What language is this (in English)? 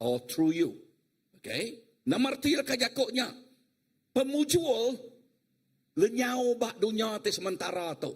Iban